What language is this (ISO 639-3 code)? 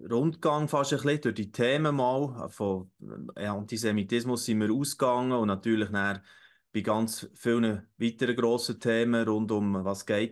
gsw